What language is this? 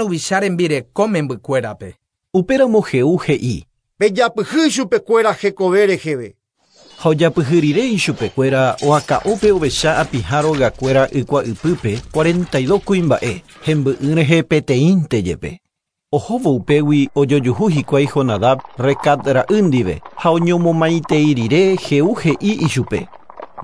Guarani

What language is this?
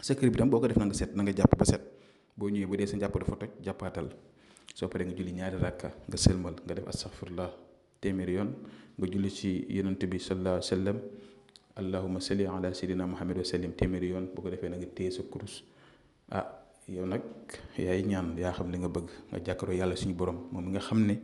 Wolof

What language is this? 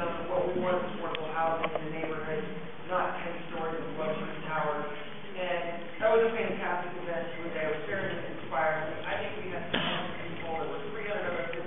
English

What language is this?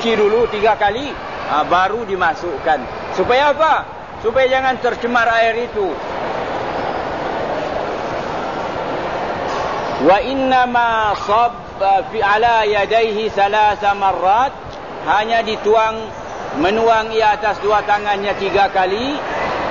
Malay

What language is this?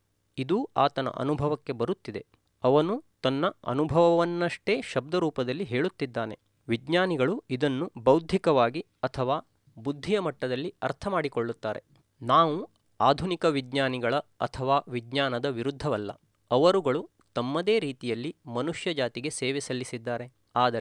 Kannada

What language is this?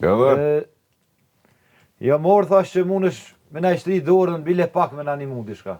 Albanian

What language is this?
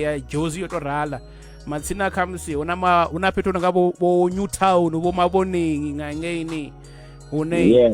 Venda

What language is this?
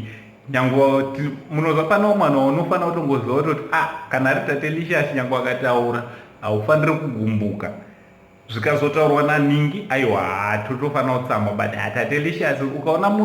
Shona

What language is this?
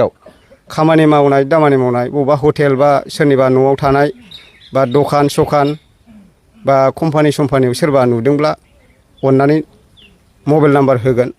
Bodo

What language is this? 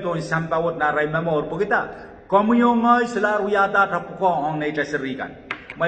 Pohnpeian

